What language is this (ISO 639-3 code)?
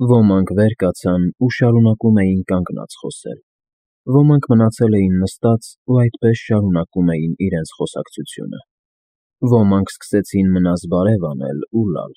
hye